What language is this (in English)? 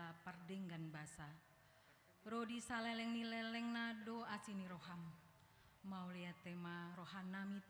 Batak Toba